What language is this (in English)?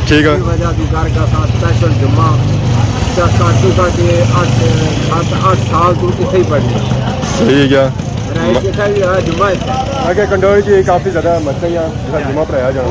Pahari-Potwari